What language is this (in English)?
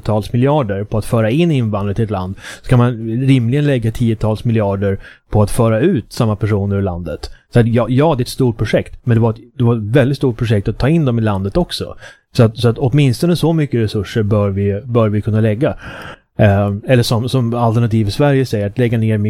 Swedish